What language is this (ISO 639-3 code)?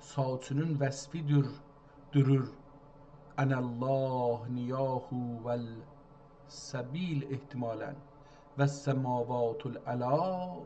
azb